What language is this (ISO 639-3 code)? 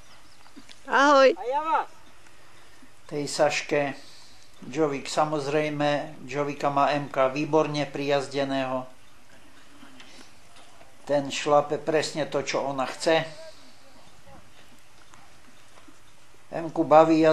slk